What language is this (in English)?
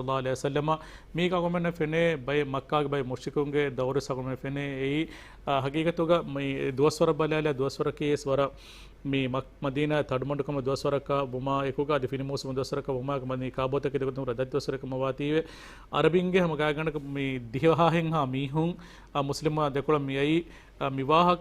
Divehi